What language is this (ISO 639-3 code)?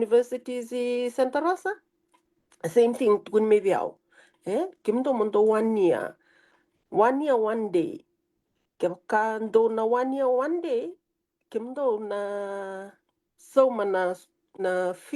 fij